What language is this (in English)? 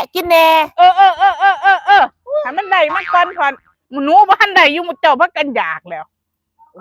Northeastern Thai